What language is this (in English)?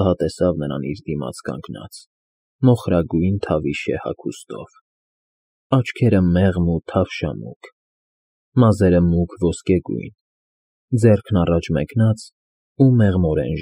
Armenian